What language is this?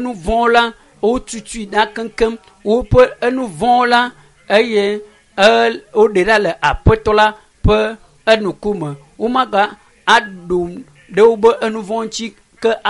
Ewe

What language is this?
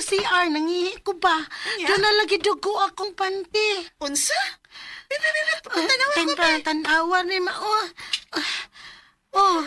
Cebuano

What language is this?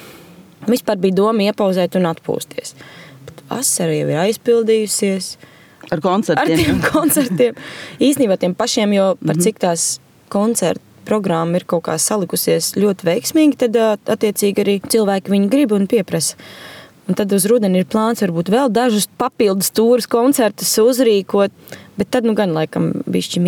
Latvian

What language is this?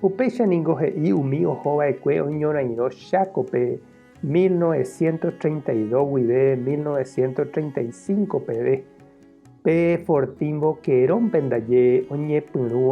Guarani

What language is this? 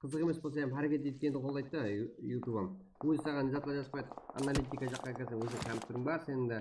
Kara-Kalpak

